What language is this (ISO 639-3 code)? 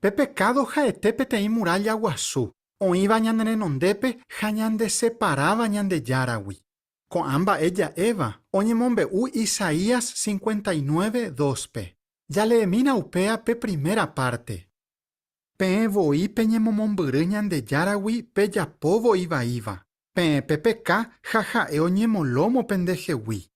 grn